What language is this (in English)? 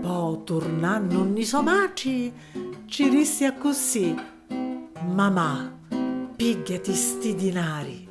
Sicilian